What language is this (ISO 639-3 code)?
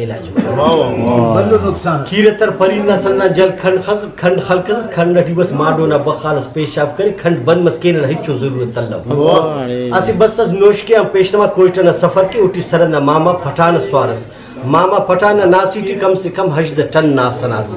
brh